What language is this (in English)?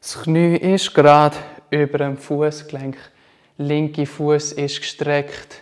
Swiss German